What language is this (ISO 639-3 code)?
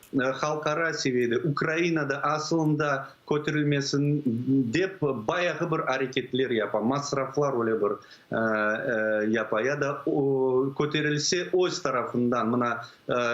crh